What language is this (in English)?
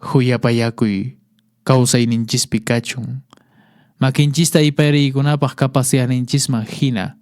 Quechua